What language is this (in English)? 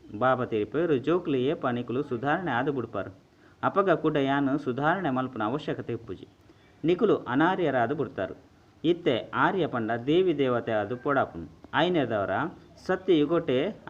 Tulu